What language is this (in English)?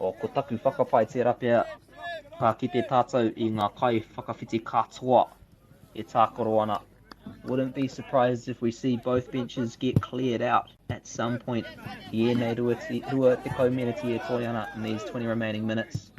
Māori